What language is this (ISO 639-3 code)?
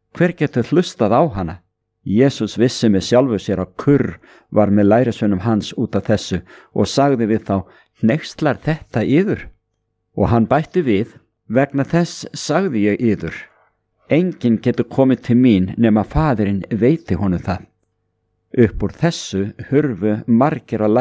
isl